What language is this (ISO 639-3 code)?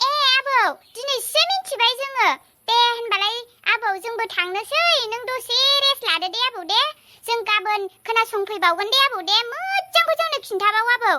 brx